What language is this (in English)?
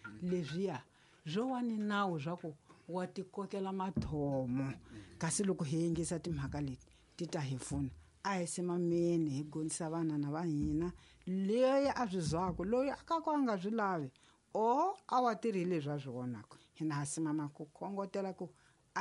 Tsonga